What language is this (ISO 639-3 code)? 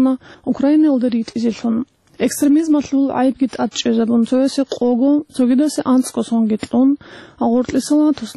ava